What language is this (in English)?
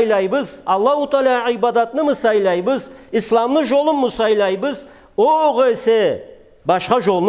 Karachay-Balkar